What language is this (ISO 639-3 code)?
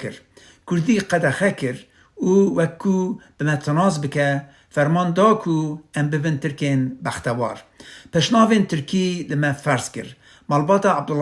kur